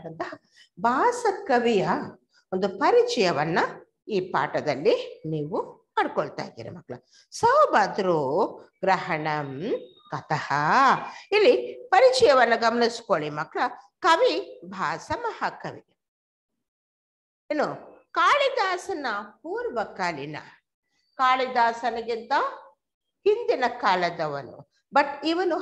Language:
Kannada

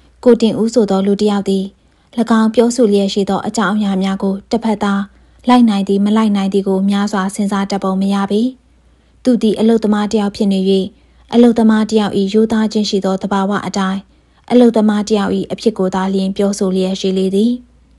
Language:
Burmese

